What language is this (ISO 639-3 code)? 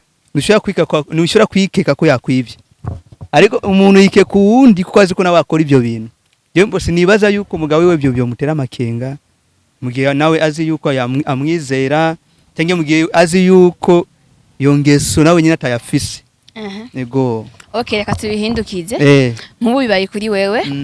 run